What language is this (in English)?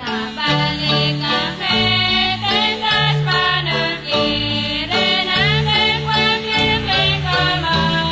Kekchí